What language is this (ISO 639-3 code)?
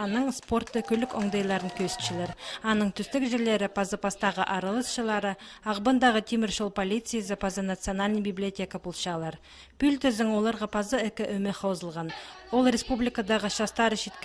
kjh